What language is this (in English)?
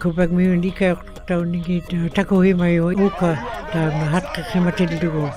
Western Canadian Inuktitut